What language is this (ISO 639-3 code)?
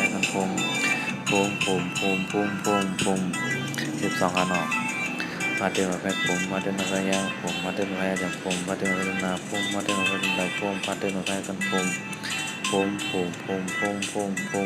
shn